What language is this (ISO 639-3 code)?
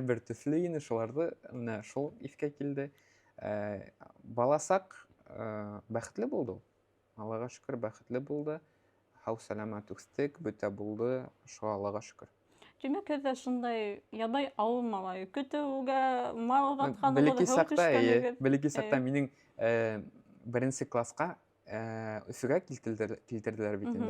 bak